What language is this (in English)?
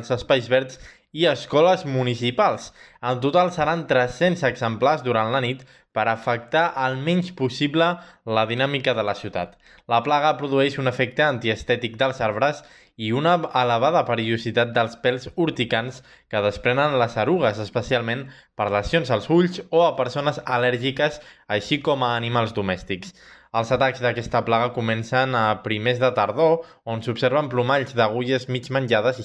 Catalan